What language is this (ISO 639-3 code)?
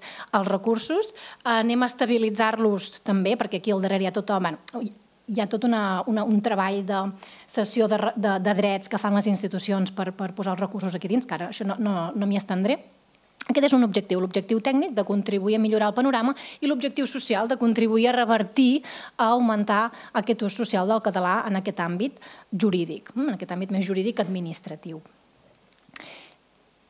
cat